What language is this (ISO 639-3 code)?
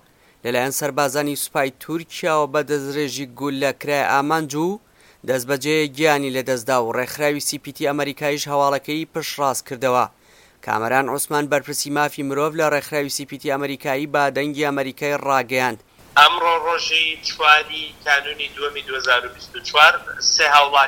ckb